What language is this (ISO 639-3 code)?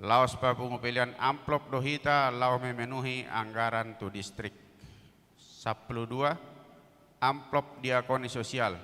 bbc